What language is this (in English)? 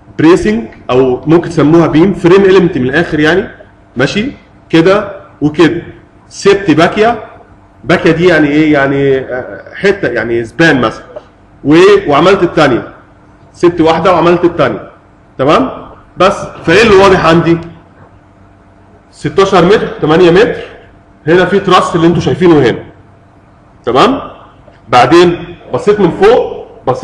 Egyptian Arabic